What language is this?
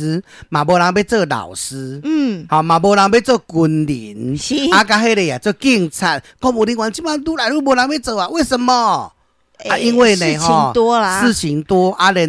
Min Nan Chinese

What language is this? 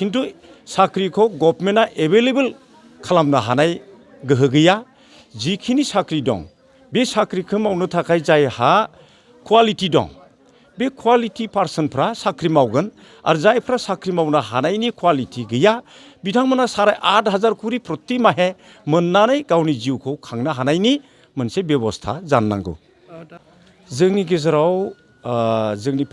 Bodo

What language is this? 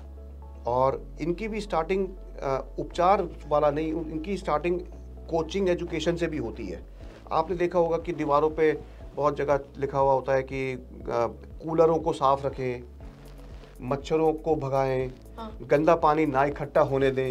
Hindi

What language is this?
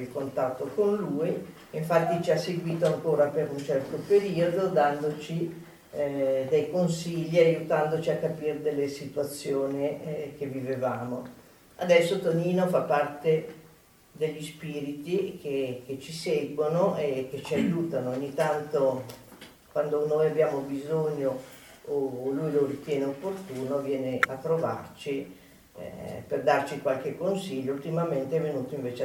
Italian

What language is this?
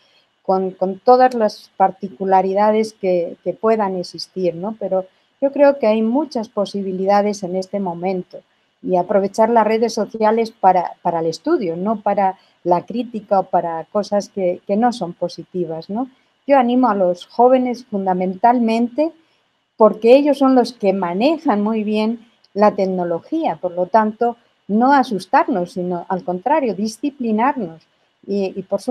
Spanish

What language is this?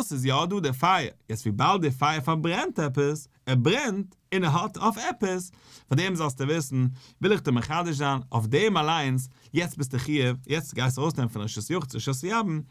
Yiddish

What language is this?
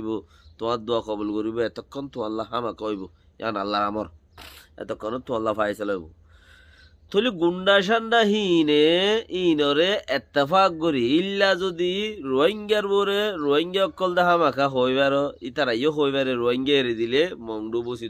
Rohingya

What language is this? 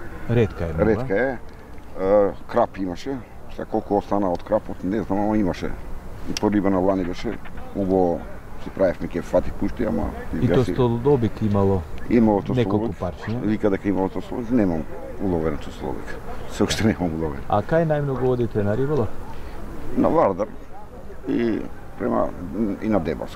Macedonian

